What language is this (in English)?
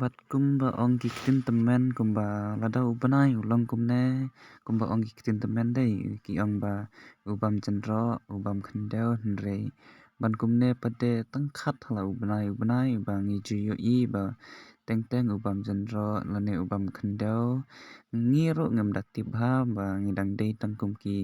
Khasi